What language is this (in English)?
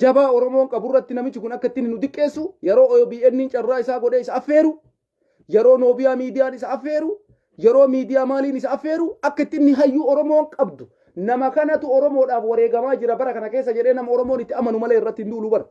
Oromo